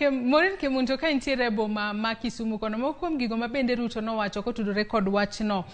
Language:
Luo (Kenya and Tanzania)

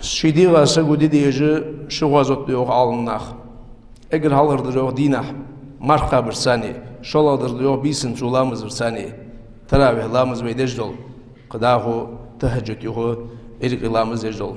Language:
Ingush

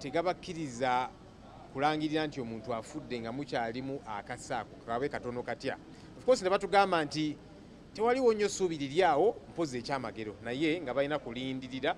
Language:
Ganda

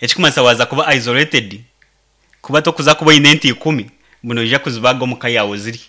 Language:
Nyankole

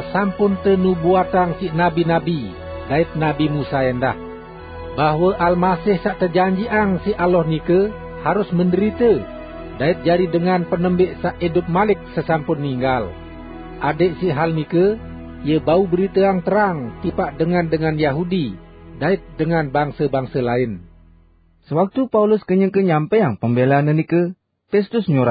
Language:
Sasak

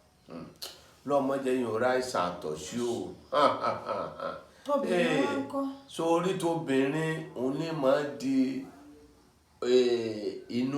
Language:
Yoruba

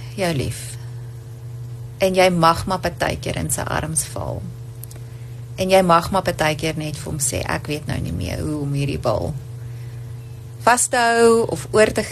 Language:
Afrikaans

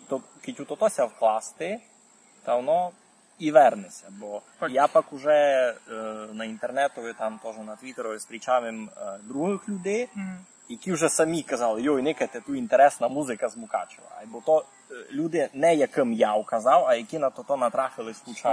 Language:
Rusyn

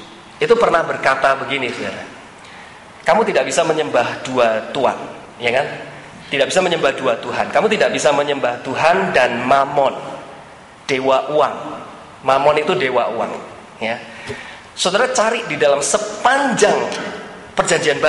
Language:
Indonesian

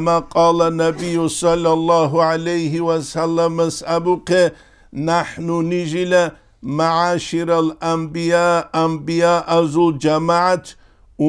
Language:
Avaric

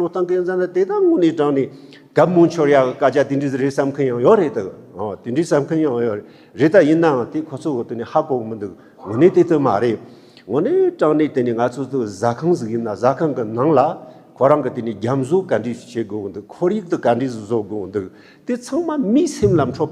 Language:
Tibetan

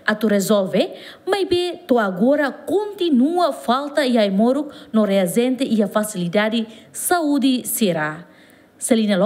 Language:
Tetum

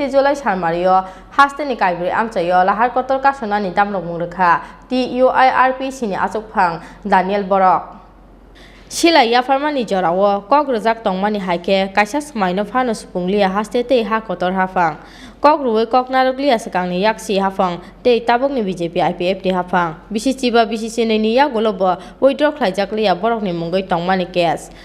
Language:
Kok Borok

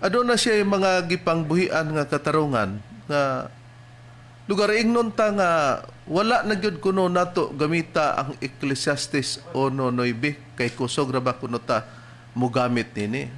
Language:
Cebuano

